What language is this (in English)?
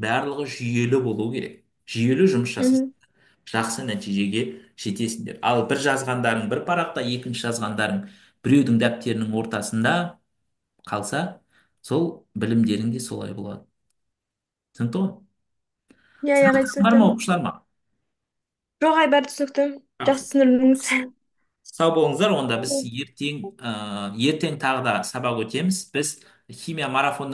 Kazakh